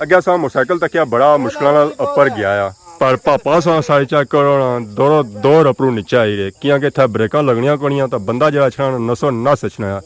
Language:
Pahari-Potwari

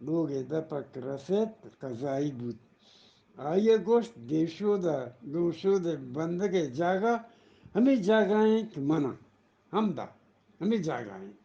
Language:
Eastern Balochi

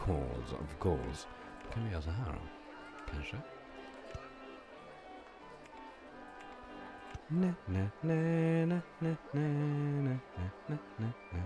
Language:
Swedish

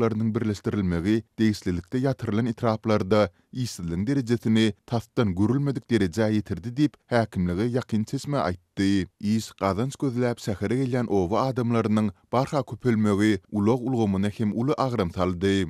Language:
Turkmen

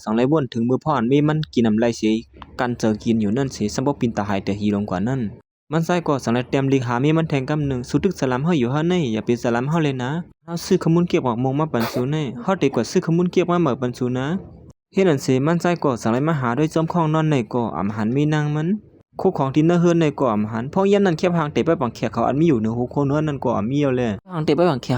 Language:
Shan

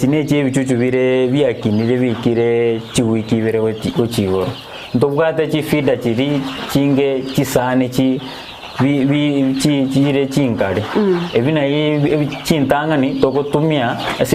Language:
Gusii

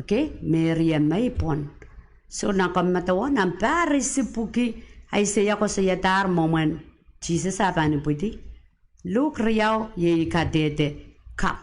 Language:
Pohnpeian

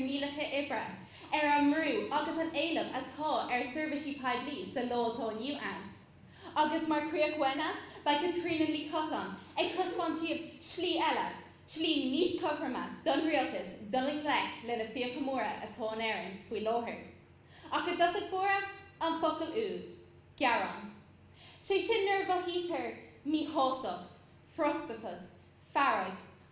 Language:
Irish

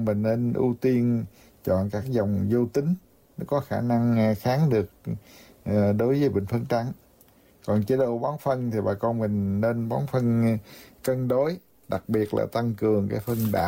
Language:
Vietnamese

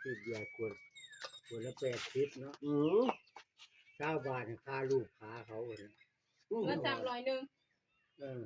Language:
Northeastern Thai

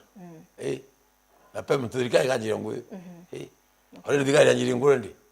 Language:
Meru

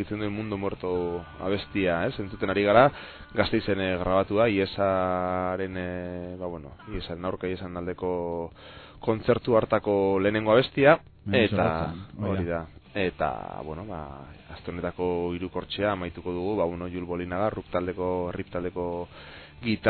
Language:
Basque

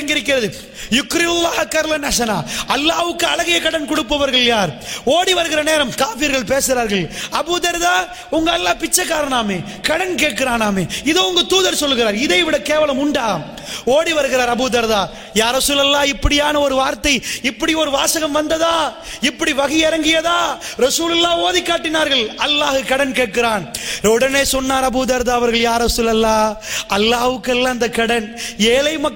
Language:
Tamil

